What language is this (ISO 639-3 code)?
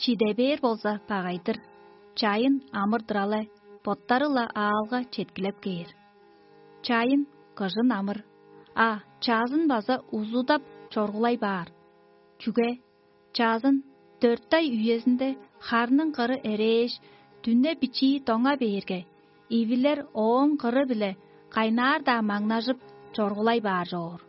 tyv